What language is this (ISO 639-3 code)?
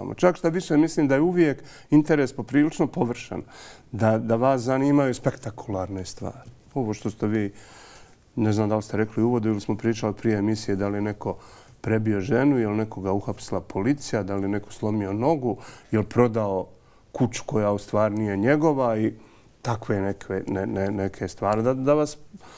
bos